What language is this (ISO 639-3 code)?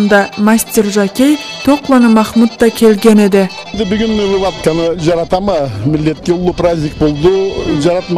krc